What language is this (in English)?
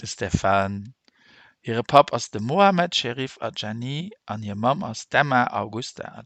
Luxembourgish